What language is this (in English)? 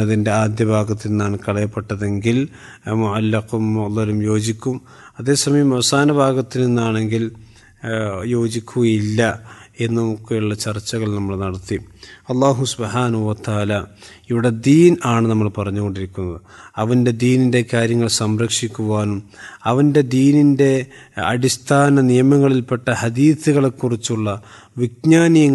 Malayalam